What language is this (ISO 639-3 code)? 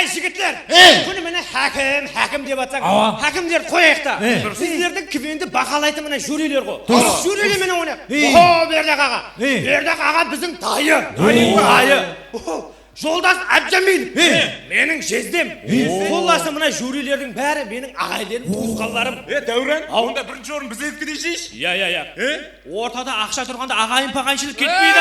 kaa